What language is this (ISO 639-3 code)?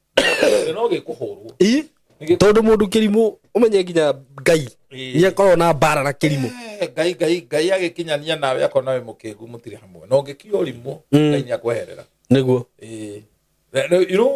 kik